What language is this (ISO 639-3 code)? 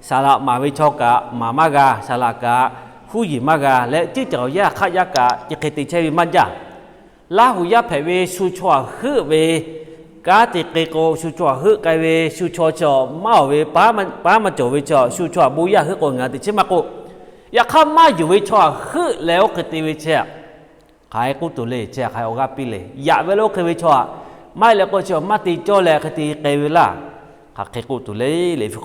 lhu